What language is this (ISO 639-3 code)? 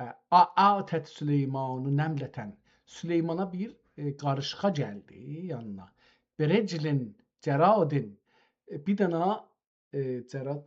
azb